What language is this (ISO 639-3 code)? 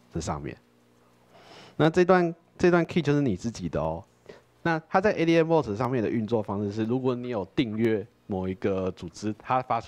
zho